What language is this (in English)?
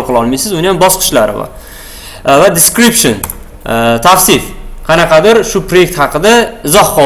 Uzbek